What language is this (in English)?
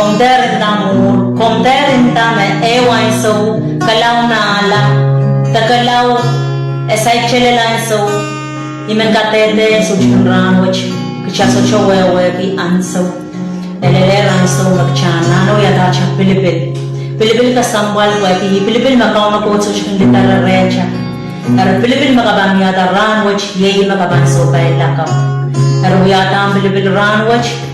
Pohnpeian